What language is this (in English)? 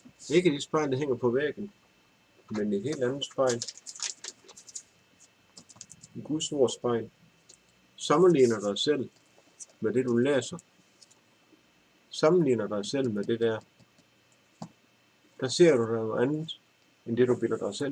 Danish